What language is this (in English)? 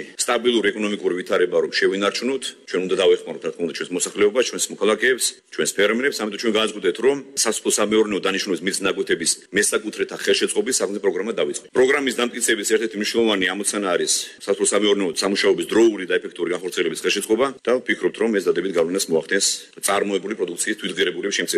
Georgian